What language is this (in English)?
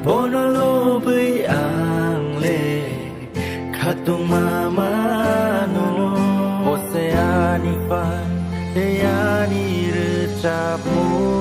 Kok Borok